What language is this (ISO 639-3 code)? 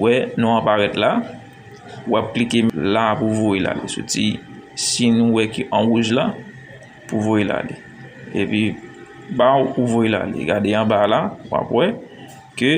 hat